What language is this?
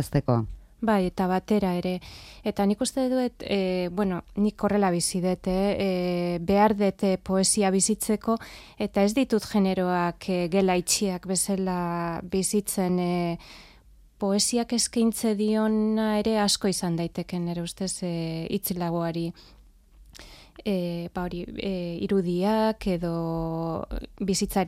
Basque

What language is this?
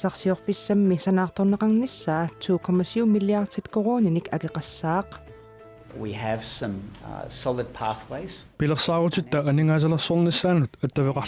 Kalaallisut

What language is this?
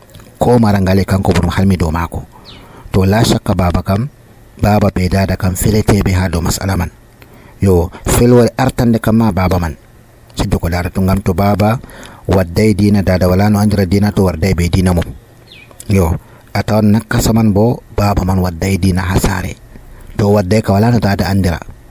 Nigerian Fulfulde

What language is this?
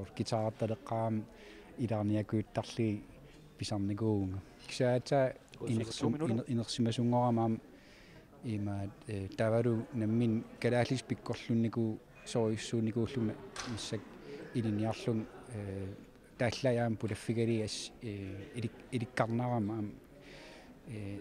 Kalaallisut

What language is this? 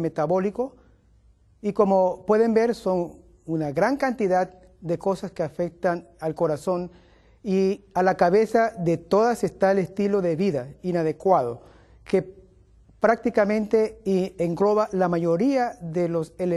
Spanish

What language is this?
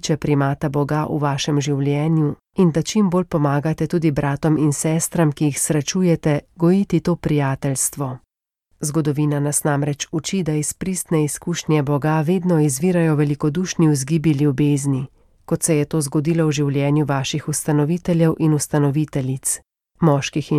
Slovenian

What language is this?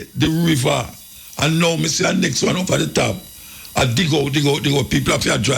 Jamaican Creole English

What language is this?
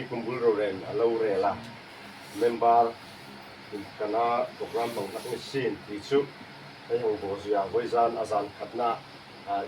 Hmar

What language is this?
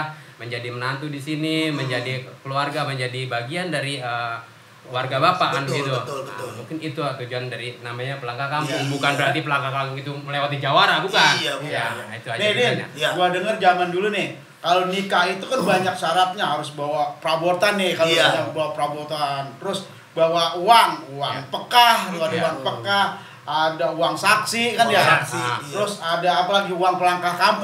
Betawi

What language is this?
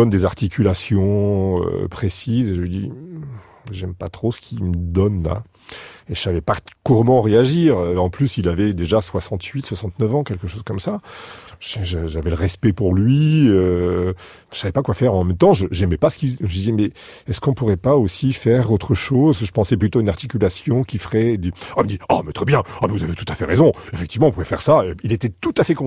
French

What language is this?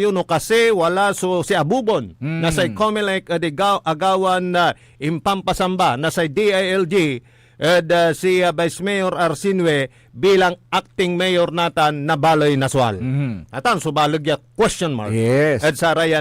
Pangasinan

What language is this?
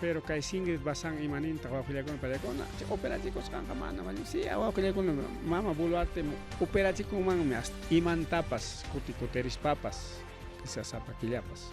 Ayacucho Quechua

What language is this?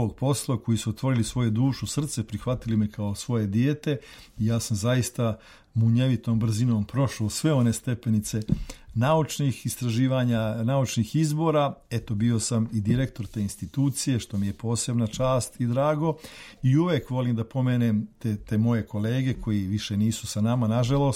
Serbian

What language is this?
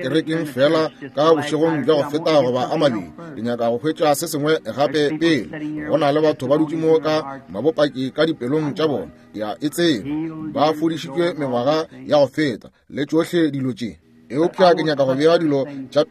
Northern Sotho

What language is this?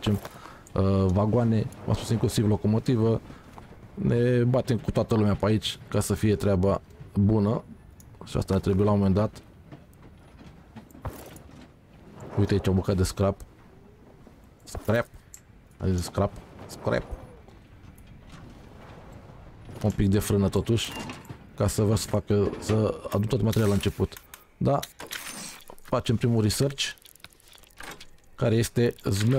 Romanian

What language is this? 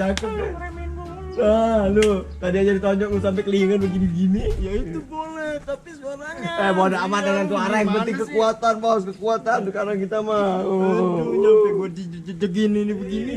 Betawi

